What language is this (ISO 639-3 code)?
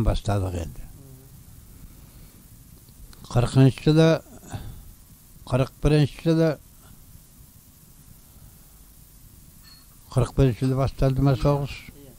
kaz